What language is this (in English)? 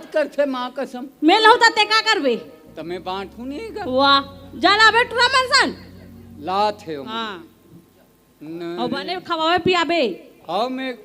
Chhattisgarhi